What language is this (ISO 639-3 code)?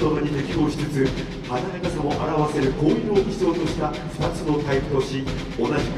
jpn